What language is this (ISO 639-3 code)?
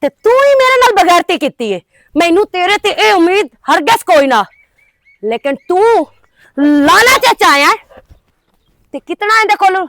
lah